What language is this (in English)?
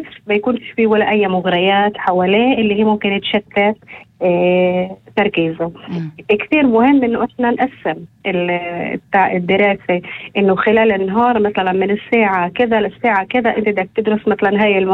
North Levantine Arabic